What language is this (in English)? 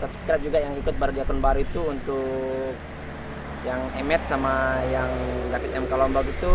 Sasak